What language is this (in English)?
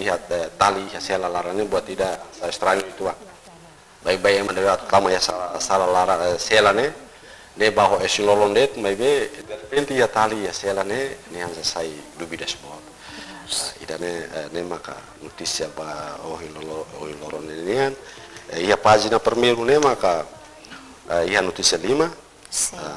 Tetum